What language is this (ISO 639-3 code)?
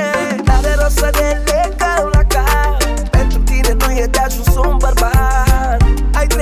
ron